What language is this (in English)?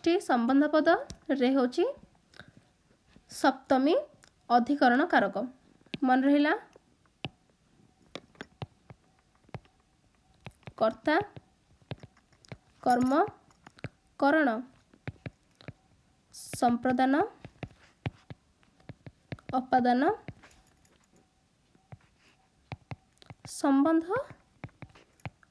Odia